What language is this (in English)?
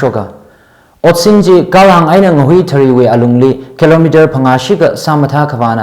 Tangkhul Naga (India)